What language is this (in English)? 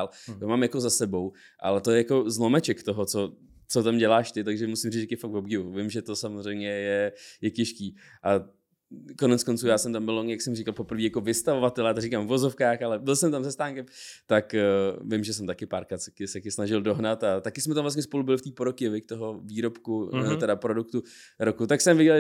Czech